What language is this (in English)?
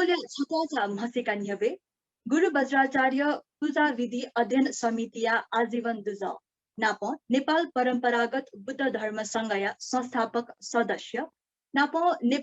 Newari